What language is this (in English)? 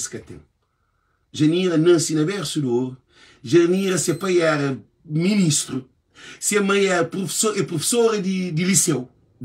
Kabuverdianu